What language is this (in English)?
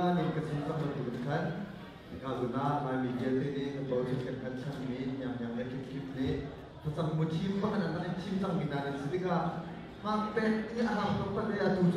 Hakha Chin